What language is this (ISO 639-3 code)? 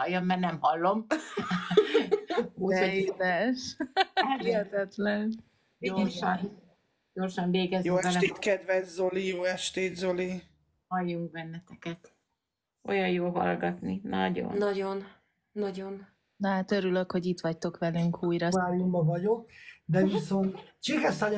hun